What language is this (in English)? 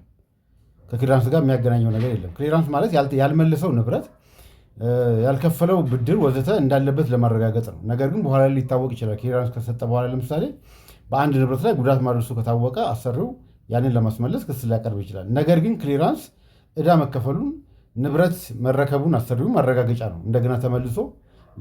Amharic